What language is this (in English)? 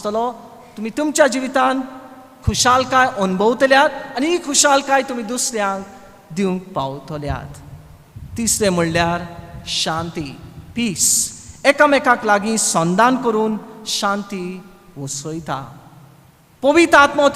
Konkani